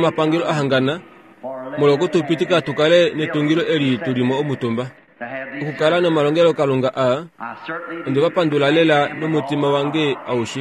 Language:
Kuanyama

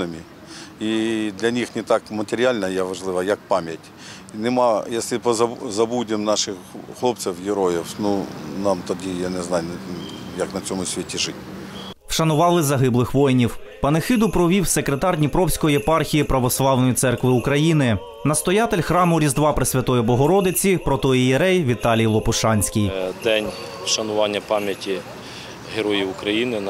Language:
Ukrainian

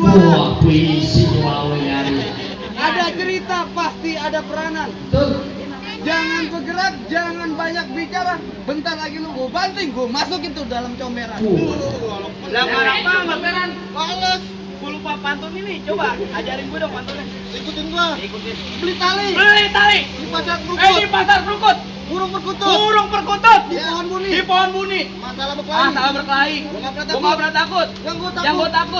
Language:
Betawi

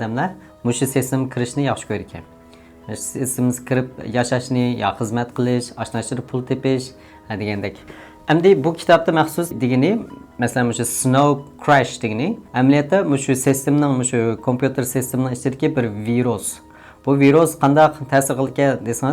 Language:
Uyghur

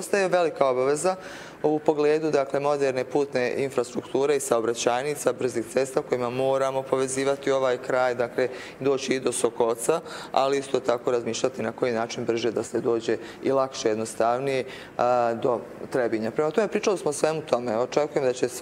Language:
Bosnian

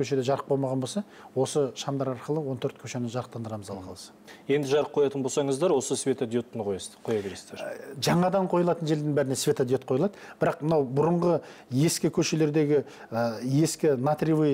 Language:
Kazakh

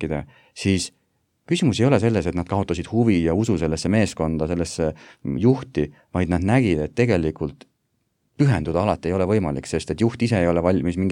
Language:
Estonian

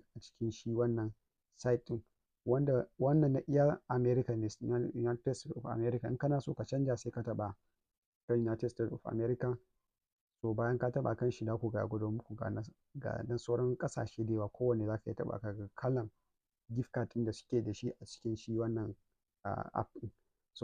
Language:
Hausa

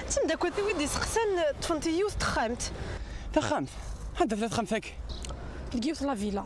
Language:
Kabyle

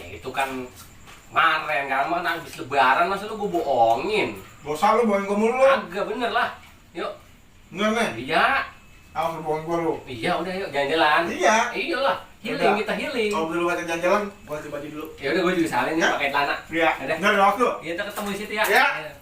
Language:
Betawi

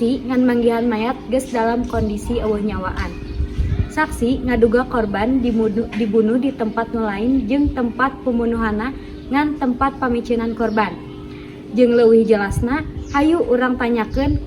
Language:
Sundanese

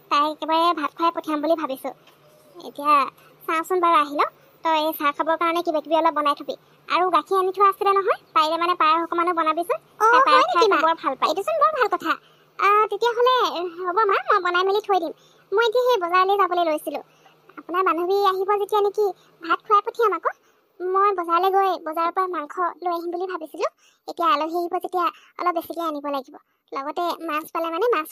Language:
Assamese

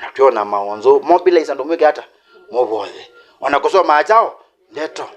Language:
Kamba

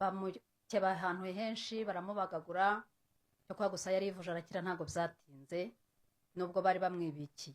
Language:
Kinyarwanda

